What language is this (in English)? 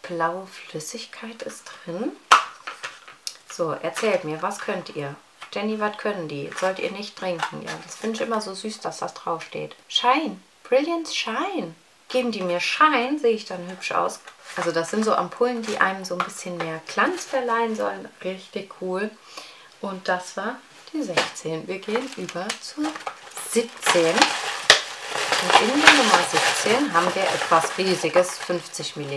German